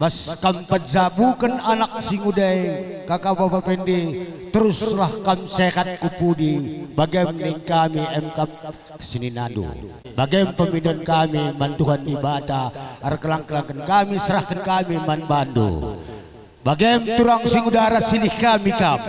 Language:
Batak Karo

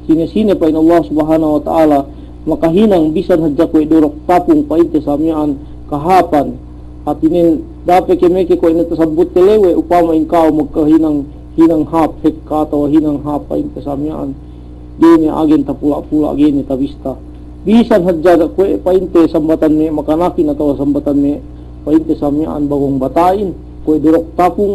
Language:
Yakan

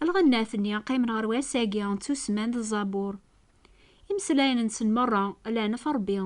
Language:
Kabyle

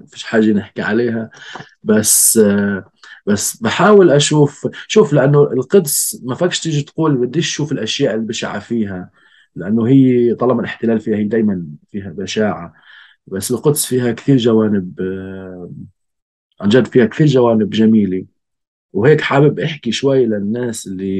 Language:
North Levantine Arabic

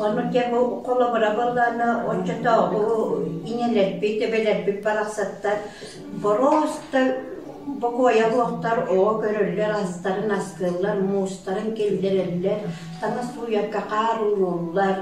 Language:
Yakut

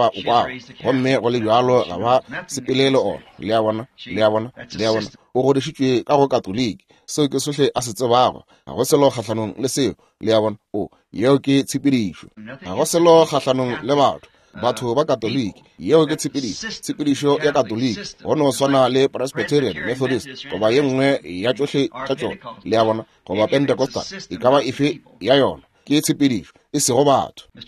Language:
Northern Sotho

